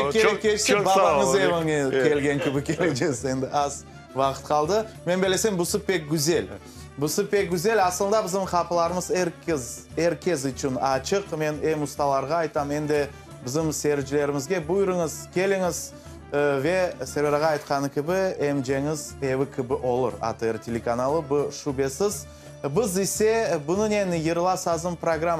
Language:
Crimean Tatar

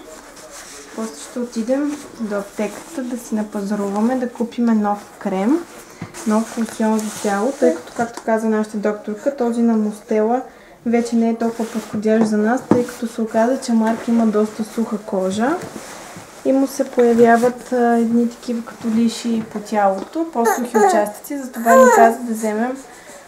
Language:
Bulgarian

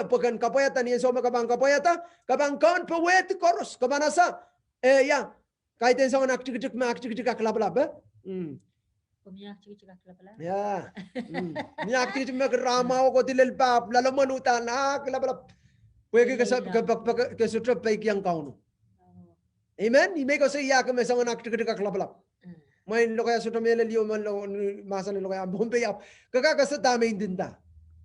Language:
Pohnpeian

